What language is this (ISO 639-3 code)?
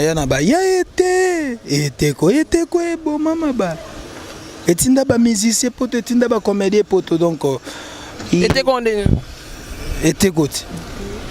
lin